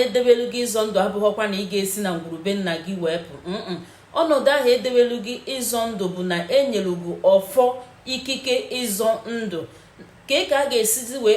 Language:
Igbo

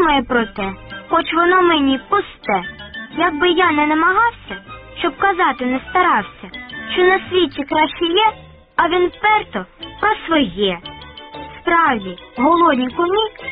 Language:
Ukrainian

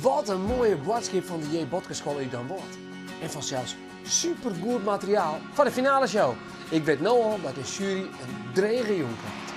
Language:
Western Frisian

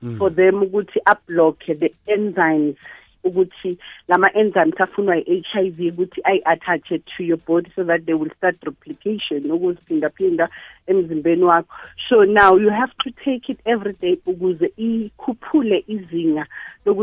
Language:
South Ndebele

